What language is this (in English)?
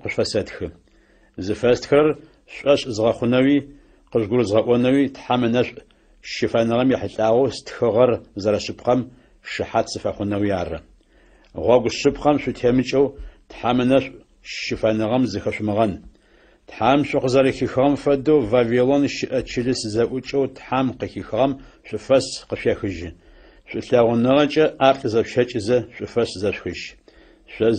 Adyghe